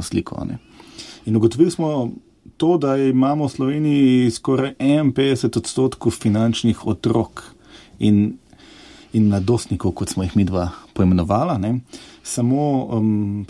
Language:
Slovenian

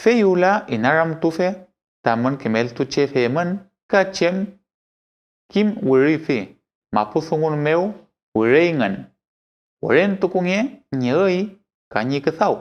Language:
Mapuche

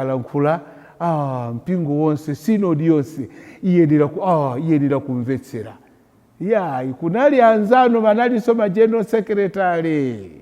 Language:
Nyanja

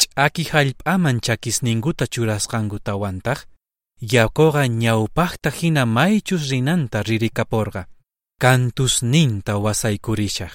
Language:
South Bolivian Quechua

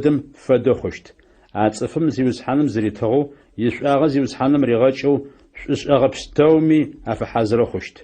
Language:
Adyghe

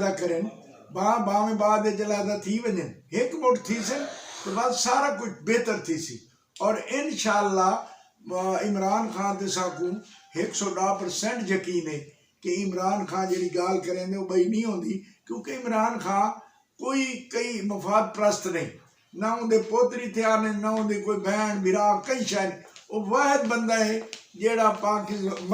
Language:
Saraiki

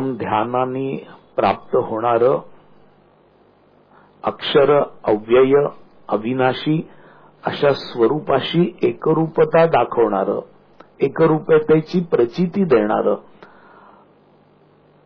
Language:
Marathi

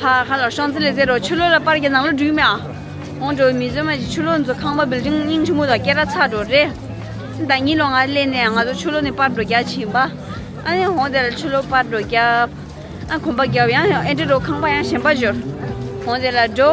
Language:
Tibetan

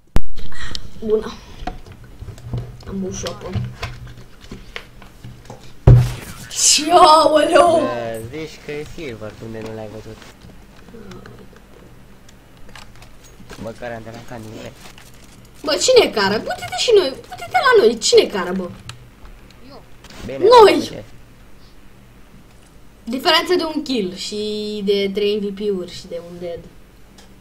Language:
Romanian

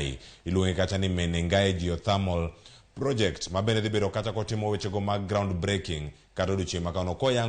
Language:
Luo (Kenya and Tanzania)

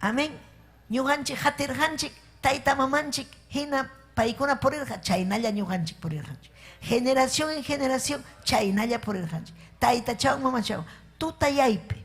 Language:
Ayacucho Quechua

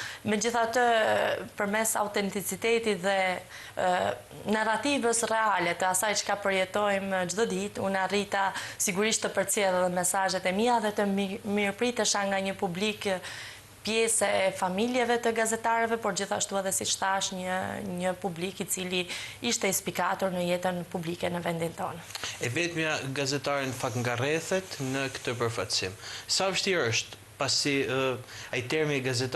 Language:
Albanian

